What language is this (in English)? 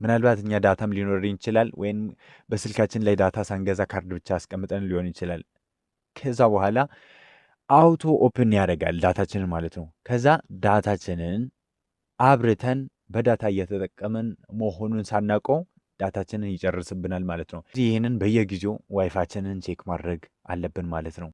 Amharic